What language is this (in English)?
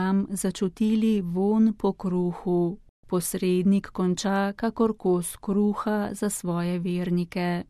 Slovenian